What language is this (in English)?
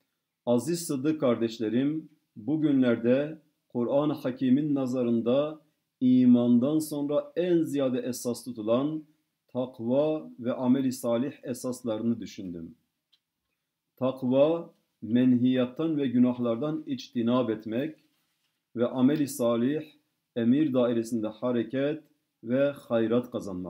Turkish